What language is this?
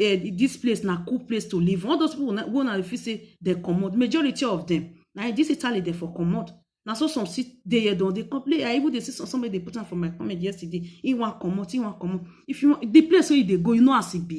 Nigerian Pidgin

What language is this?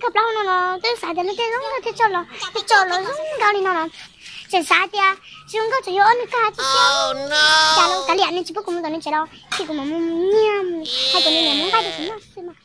Hmong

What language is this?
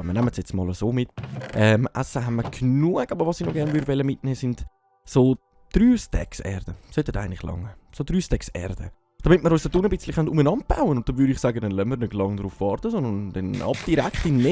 Swiss German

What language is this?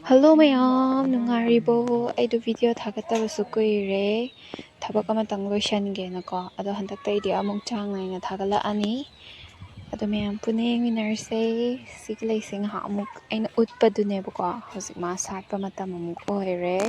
Manipuri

